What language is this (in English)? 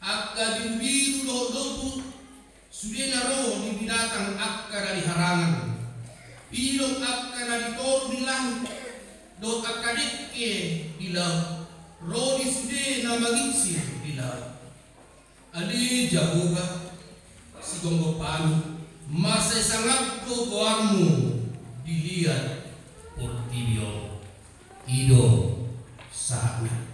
Batak Toba